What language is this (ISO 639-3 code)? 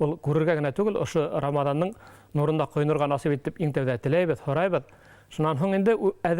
bak